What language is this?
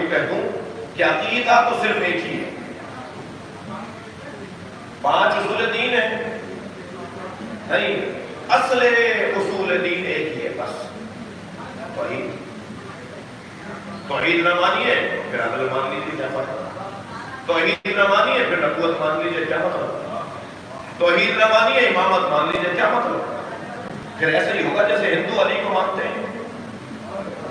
Urdu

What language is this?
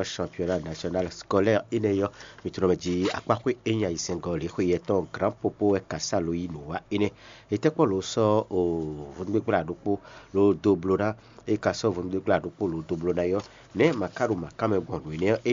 Fon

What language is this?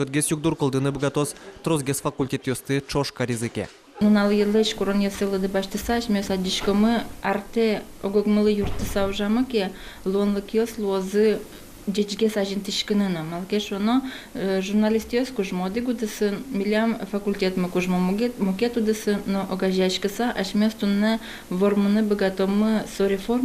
Udmurt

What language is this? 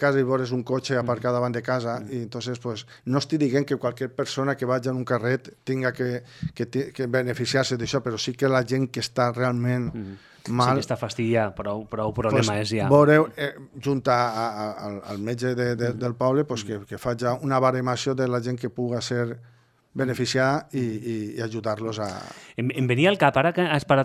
Catalan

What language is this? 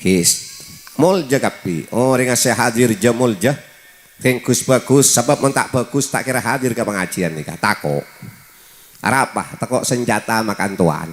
Madurese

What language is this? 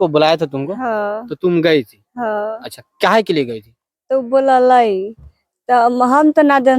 Bhojpuri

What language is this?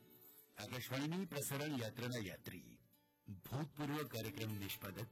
Gujarati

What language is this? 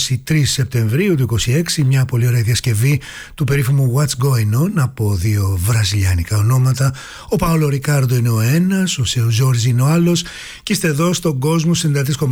Greek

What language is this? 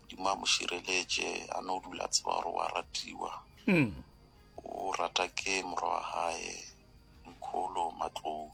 Northern Sotho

